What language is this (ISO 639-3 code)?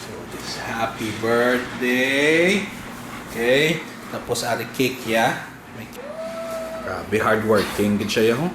hil